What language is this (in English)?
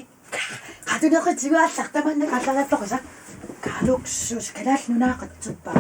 Kalaallisut